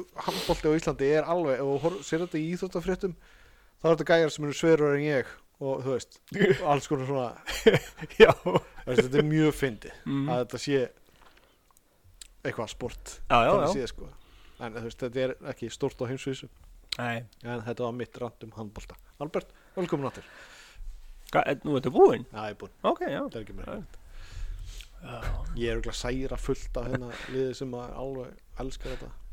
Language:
Icelandic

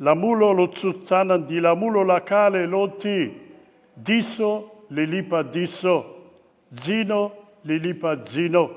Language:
Nyanja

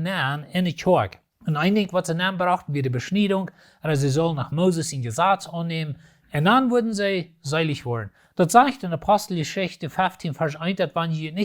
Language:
Plautdietsch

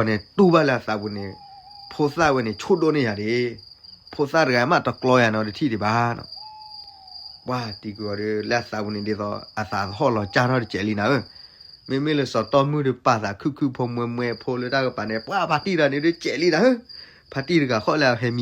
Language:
S'gaw Karen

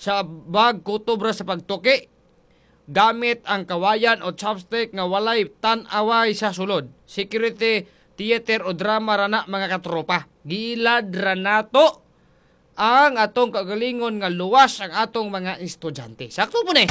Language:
Cebuano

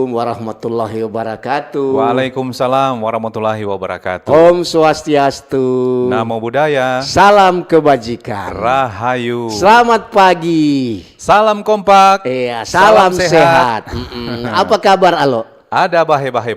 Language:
Manado Malay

